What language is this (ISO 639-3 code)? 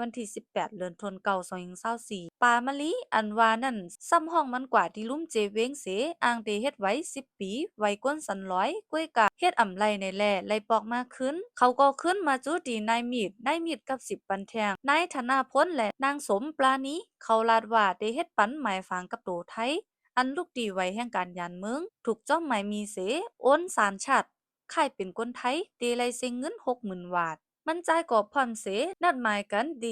shn